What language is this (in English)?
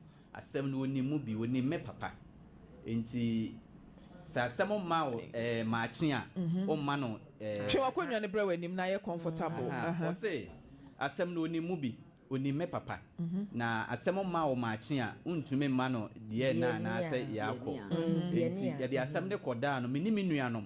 Akan